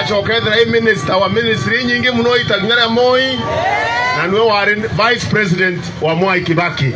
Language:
Meru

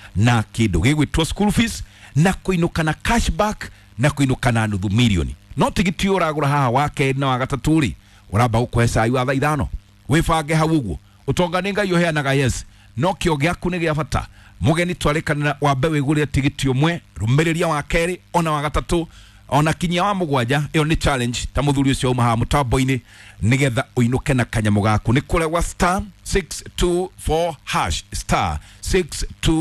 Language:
Kikuyu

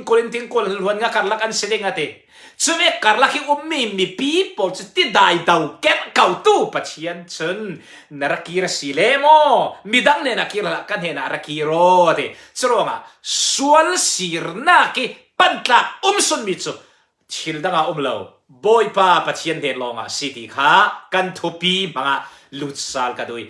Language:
Falam Chin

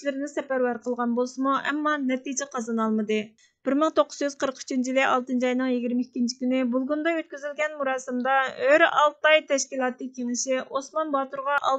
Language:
Uyghur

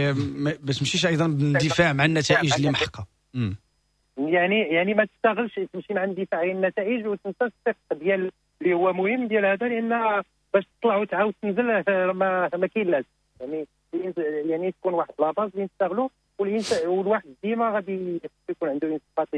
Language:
Moroccan Arabic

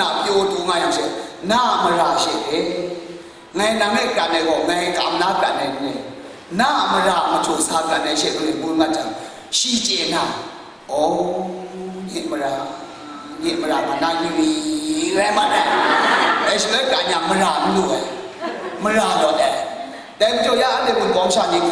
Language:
Kachin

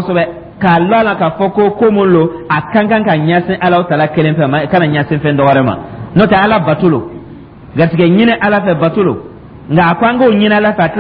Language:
Dyula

